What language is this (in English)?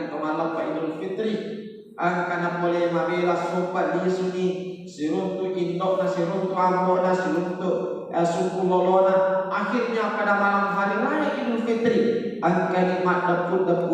Buginese